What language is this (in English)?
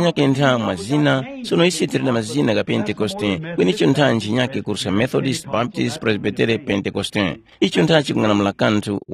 Tumbuka